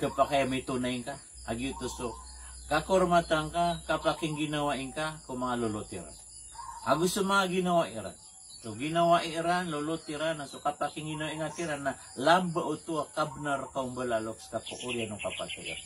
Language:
Maranao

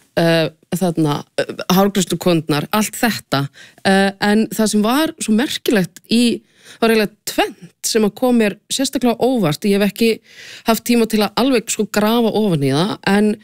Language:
Icelandic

